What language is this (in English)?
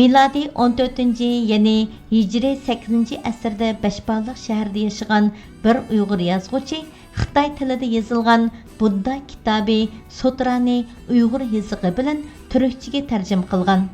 Uyghur